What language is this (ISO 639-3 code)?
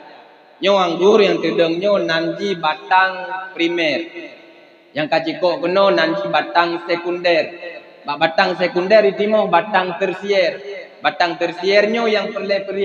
ace